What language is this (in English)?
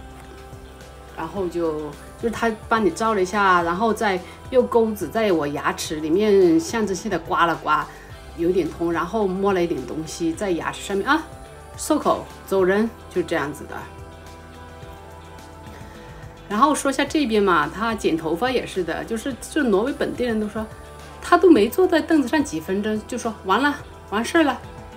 Chinese